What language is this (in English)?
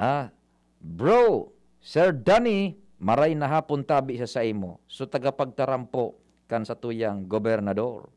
Bikol